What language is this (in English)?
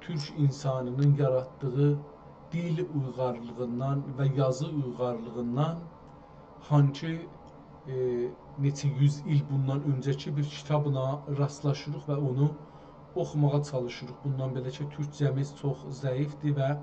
South Azerbaijani